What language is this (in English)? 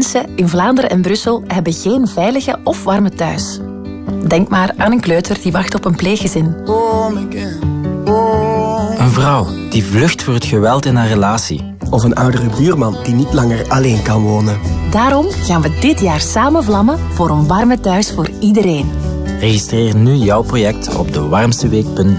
Dutch